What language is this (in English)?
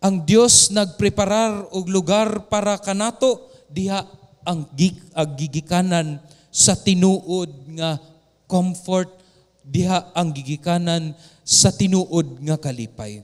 Cebuano